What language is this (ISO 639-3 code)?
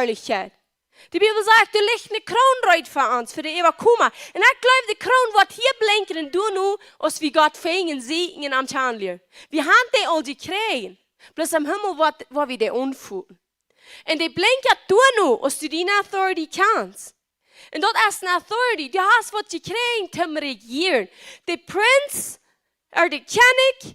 pdt